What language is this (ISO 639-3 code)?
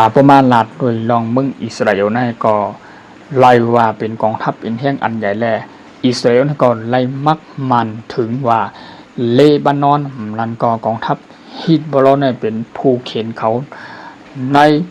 shn